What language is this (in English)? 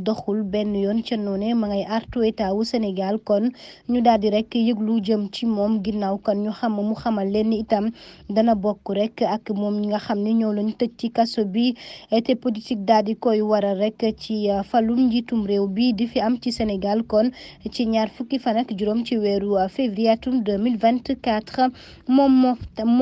Wolof